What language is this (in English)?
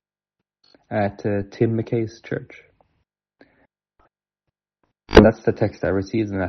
English